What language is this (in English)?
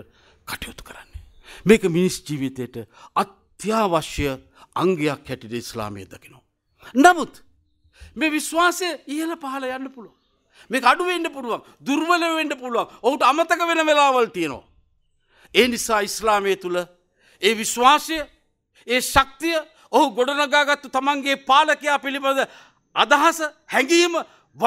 Sinhala